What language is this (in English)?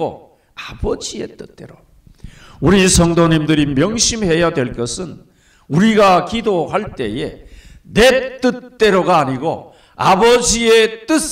Korean